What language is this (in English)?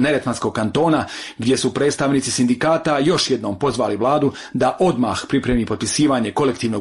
Bosnian